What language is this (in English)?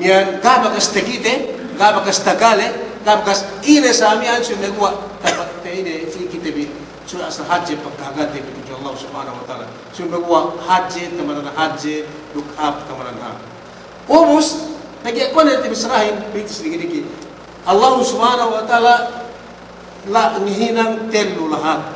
Yakan